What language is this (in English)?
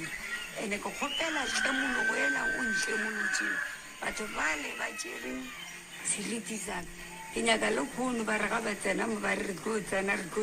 Northern Sotho